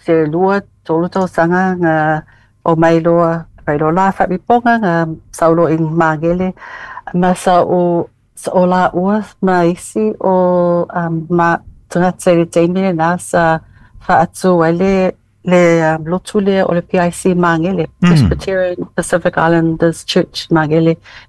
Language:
Samoan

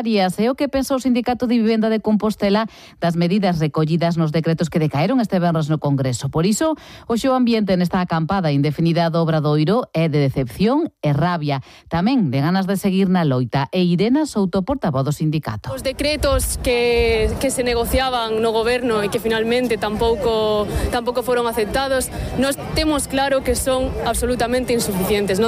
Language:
Galician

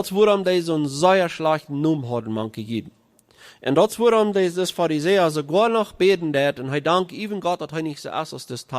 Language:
Plautdietsch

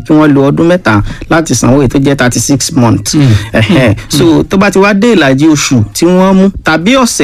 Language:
Yoruba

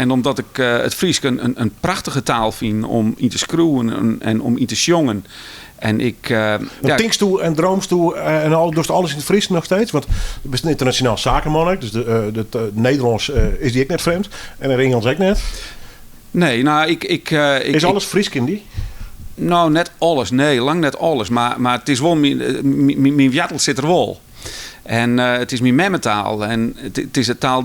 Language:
Western Frisian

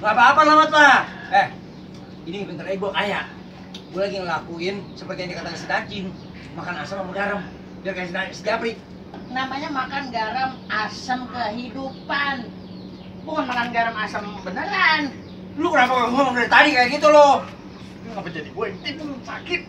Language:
Betawi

